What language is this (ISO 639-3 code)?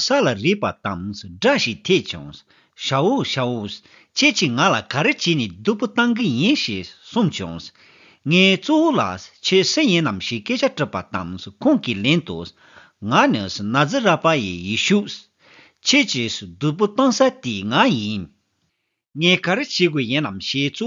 bod